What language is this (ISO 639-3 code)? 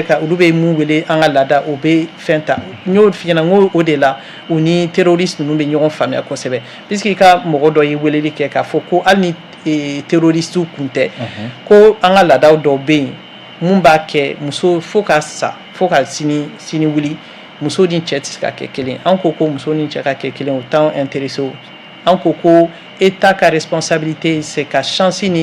bam